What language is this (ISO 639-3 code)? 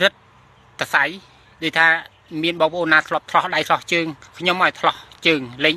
khm